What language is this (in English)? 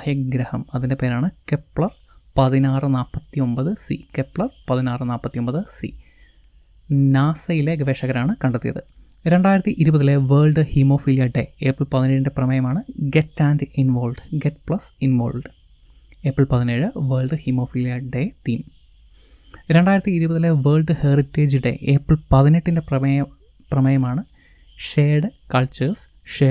Malayalam